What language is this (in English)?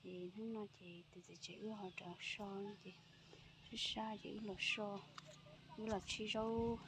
Hmong